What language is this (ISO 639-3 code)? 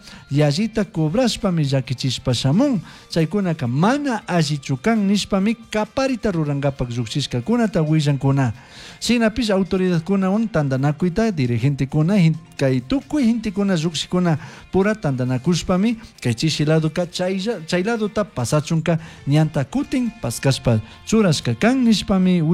qug